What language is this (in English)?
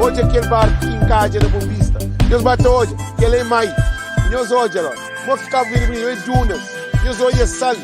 Kabuverdianu